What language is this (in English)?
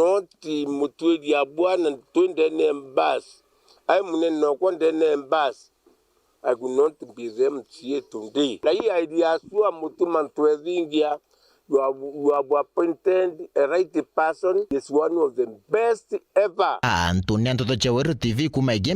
Meru